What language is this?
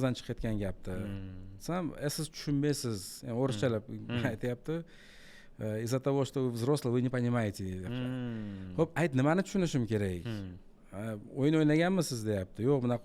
Uzbek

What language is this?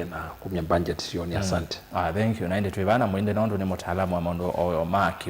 Kamba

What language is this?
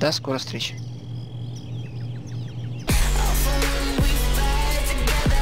Russian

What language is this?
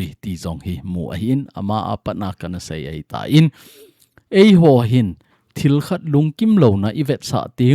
Thado Chin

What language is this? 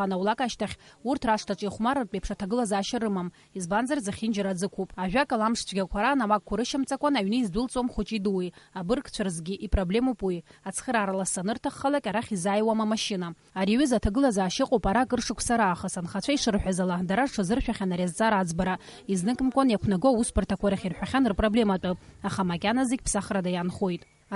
Abkhazian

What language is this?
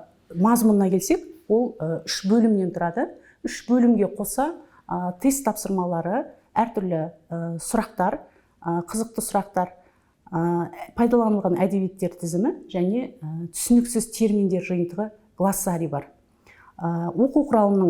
Kazakh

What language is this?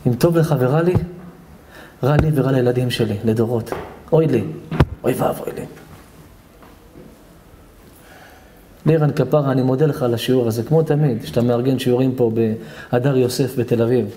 Hebrew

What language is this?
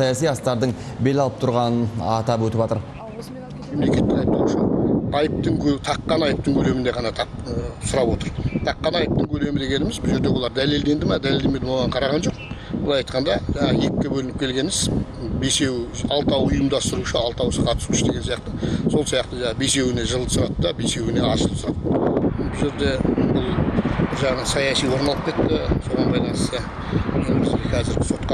Kazakh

